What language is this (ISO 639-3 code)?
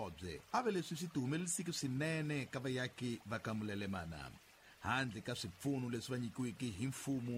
tso